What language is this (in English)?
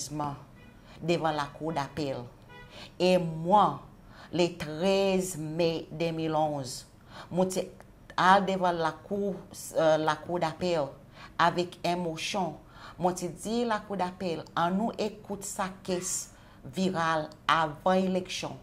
Seselwa Creole French